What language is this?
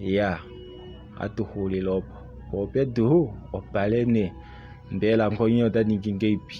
Kuanyama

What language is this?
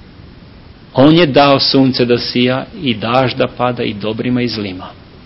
Serbian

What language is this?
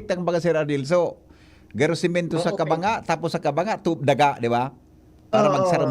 Bikol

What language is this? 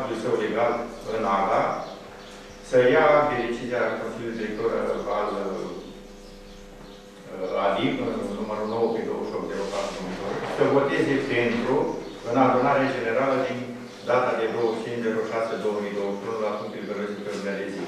Romanian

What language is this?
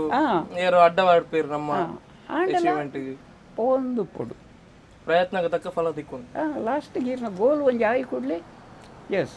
Tulu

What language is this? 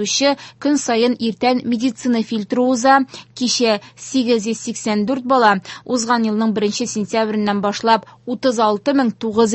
Tatar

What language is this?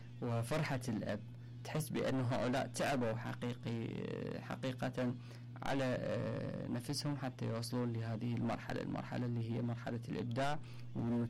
Mesopotamian Arabic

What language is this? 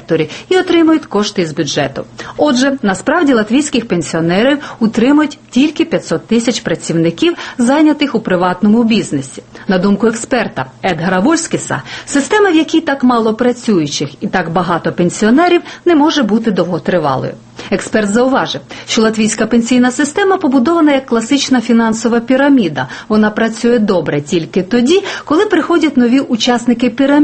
Ukrainian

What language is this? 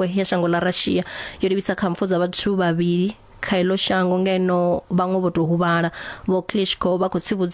Venda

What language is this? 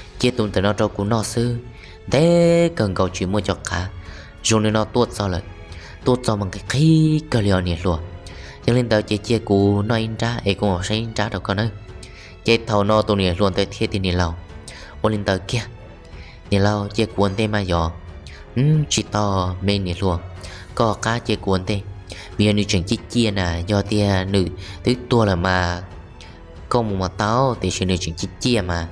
Hmong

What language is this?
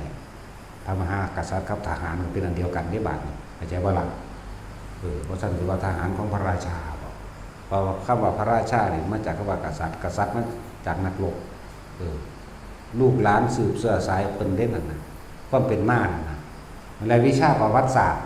Northeastern Thai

